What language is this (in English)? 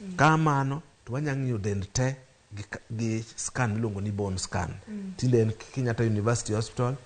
Luo (Kenya and Tanzania)